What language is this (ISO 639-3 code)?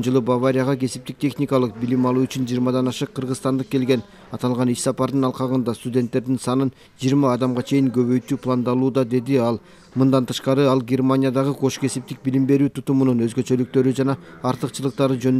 kir